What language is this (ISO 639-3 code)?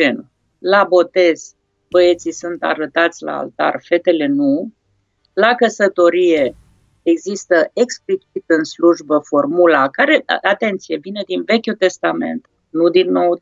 ron